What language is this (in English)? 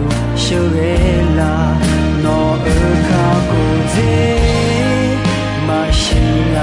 Akha